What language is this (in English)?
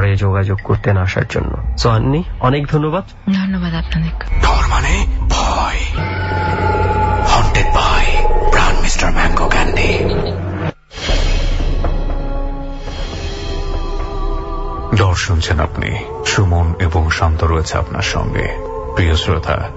Bangla